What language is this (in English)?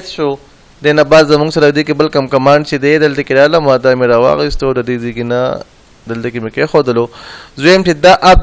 Pashto